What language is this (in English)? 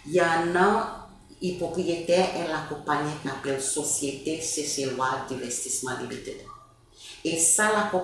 Seselwa Creole French